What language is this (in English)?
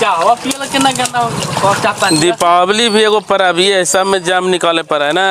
Magahi